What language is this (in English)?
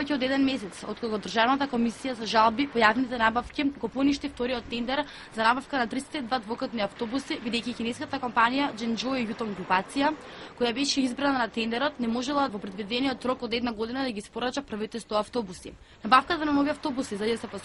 Macedonian